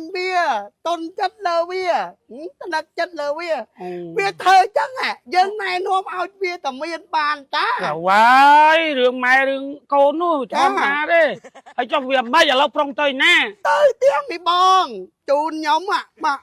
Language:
Khmer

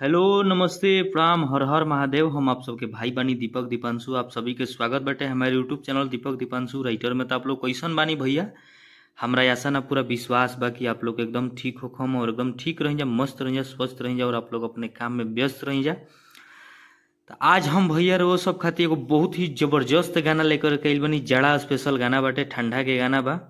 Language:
Bhojpuri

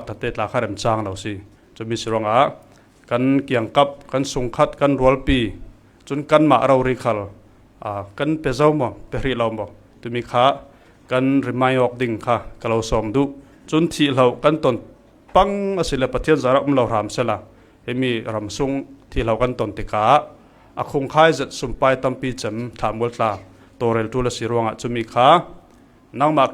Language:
Falam Chin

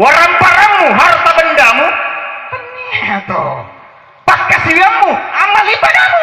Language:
Buginese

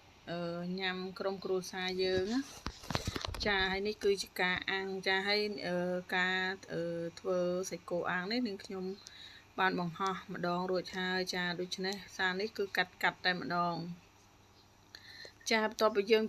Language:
Khmer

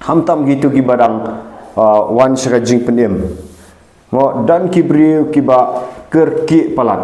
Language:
Khasi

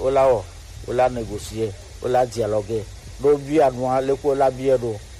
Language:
Gen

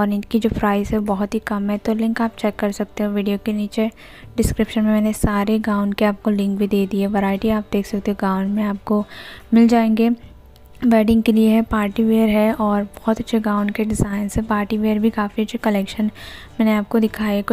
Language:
Hindi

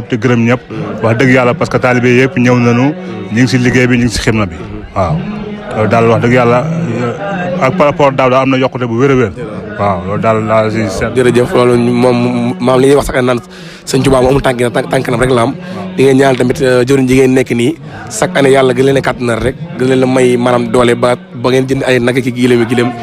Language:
Wolof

